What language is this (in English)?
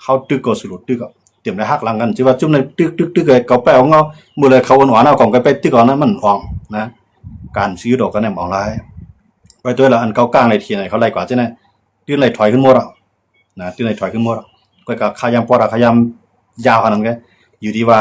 Shan